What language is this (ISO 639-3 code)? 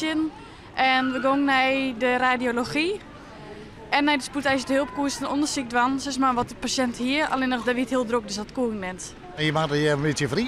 fry